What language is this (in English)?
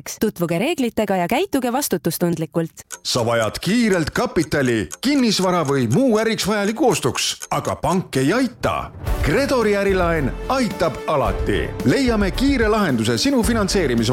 Estonian